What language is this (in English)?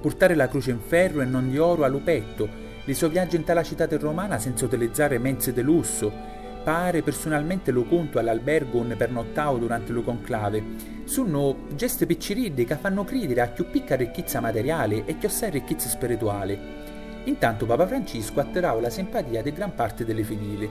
Sicilian